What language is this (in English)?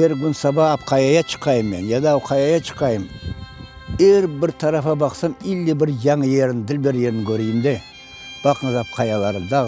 Crimean Tatar